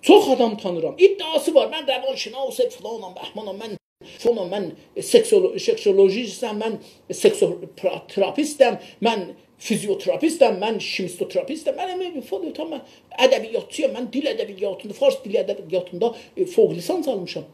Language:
South Azerbaijani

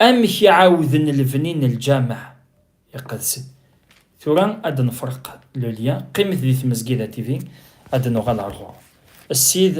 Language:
Kabyle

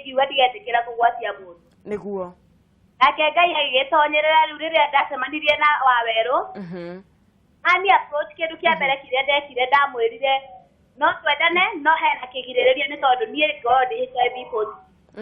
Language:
Kikuyu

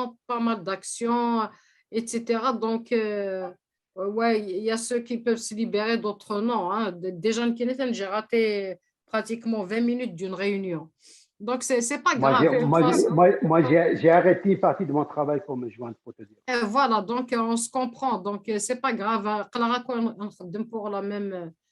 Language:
Kabyle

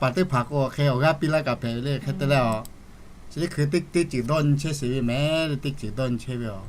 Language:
Lahu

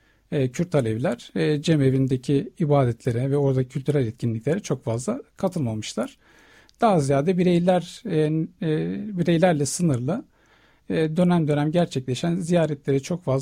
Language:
Turkish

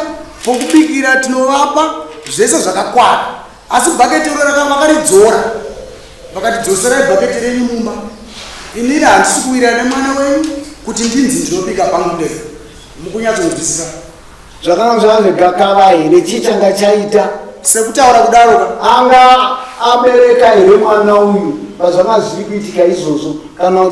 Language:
Shona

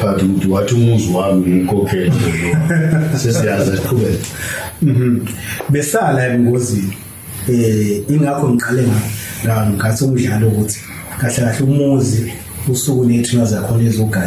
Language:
Zulu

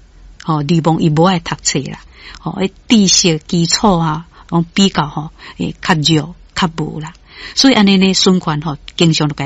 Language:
Min Nan Chinese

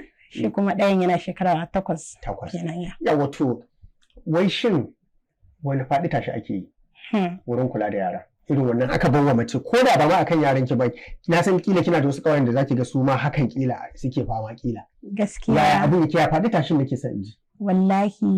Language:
Hausa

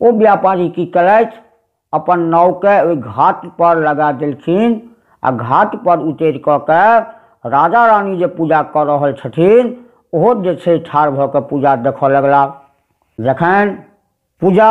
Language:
Maithili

